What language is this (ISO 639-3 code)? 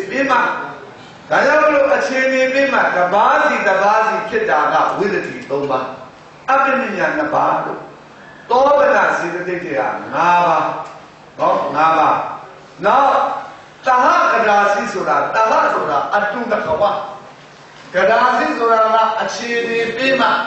mya